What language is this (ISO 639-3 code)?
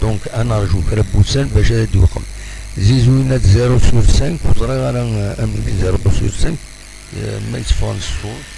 kab